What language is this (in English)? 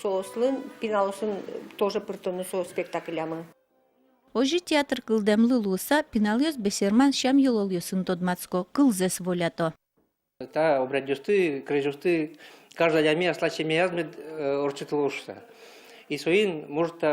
Udmurt